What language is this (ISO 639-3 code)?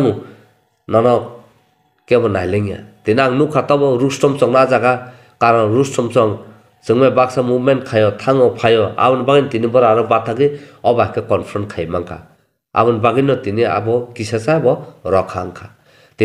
trp